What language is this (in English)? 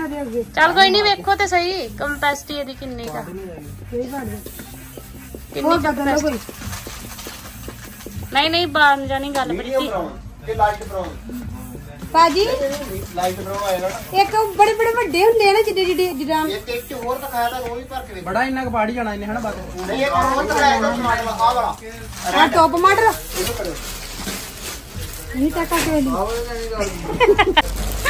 Punjabi